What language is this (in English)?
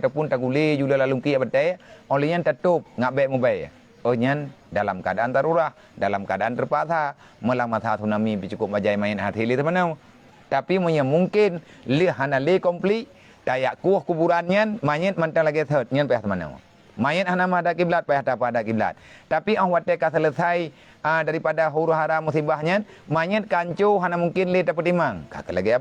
Achinese